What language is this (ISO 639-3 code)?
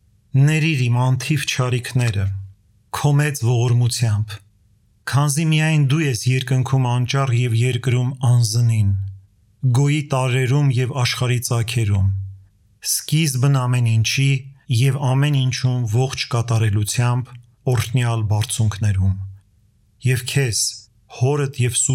hye